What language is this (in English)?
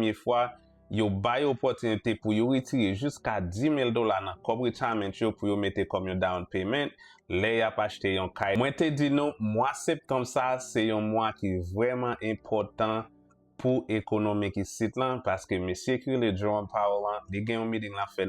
Haitian Creole